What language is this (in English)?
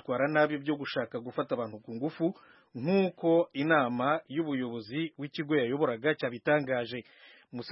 Kinyarwanda